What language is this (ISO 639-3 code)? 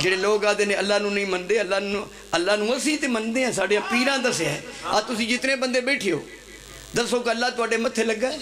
phr